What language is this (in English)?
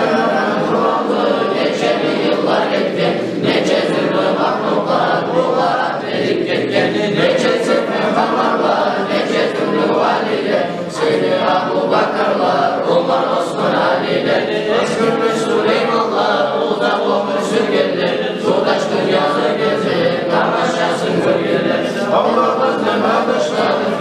Kumyk